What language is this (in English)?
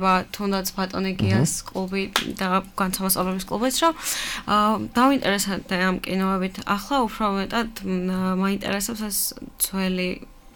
Georgian